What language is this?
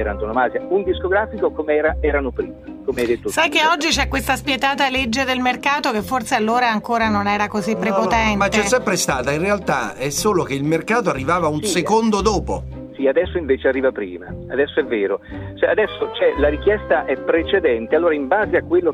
Italian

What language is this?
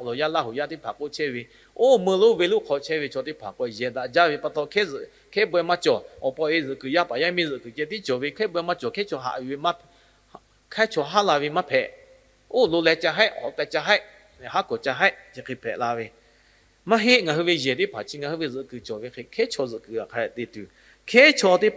Lahu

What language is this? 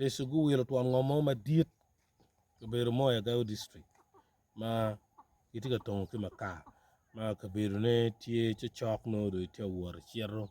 Acoli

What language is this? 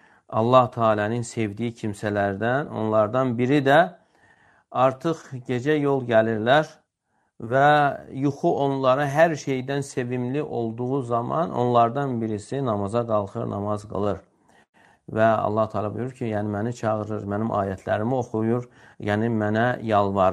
Azerbaijani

